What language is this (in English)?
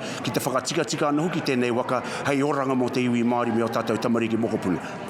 Māori